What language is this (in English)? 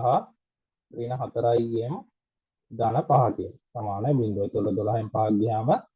Sinhala